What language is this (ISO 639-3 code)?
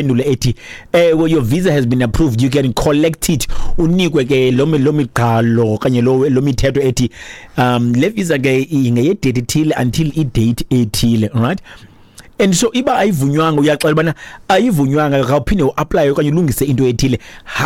xho